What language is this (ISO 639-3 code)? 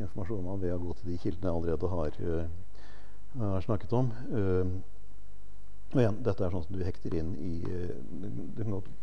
nor